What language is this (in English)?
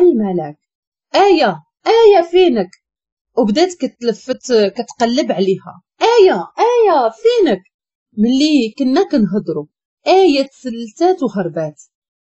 Moroccan Arabic